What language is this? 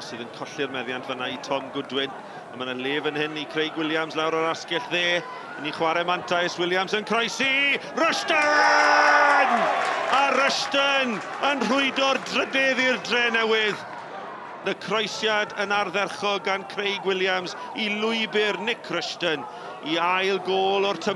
Welsh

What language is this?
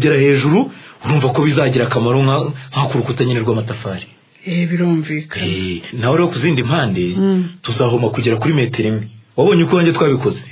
Kinyarwanda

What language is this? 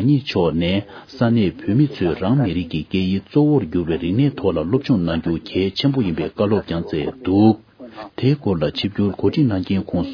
Tibetan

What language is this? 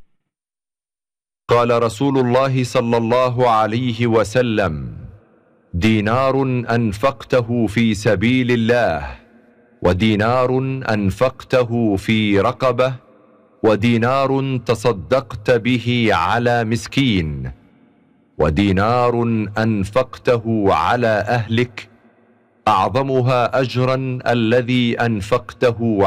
Arabic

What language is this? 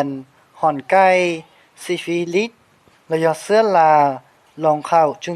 Hmong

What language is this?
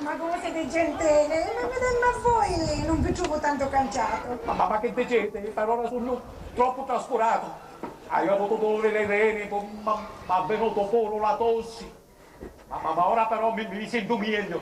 Sicilian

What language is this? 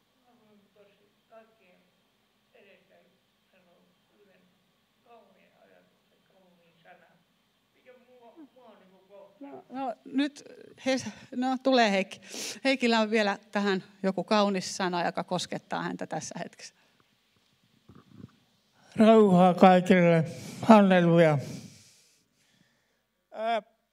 Finnish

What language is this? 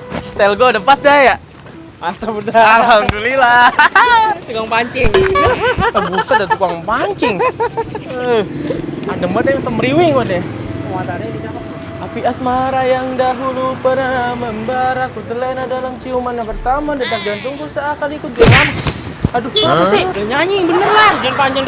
Betawi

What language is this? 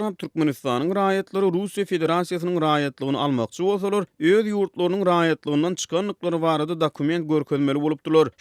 Turkmen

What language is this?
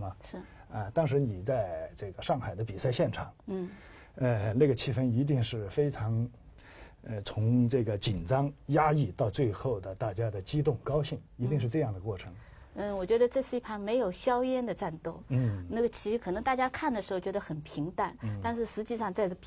Chinese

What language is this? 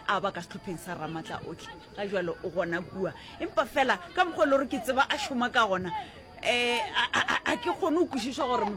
Northern Sotho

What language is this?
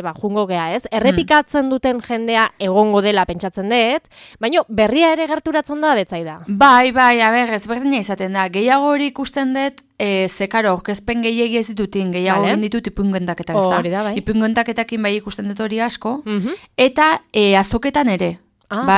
Basque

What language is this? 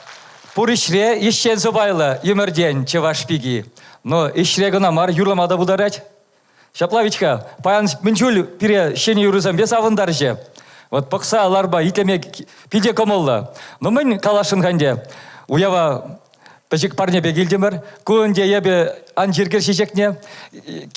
Chuvash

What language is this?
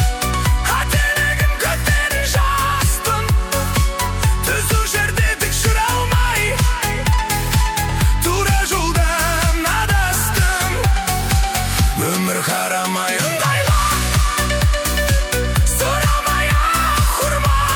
Kazakh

